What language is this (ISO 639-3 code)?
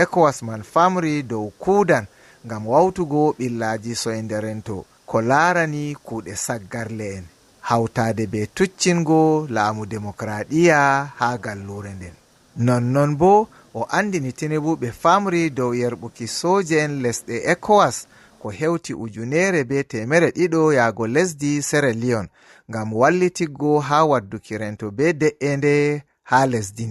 ful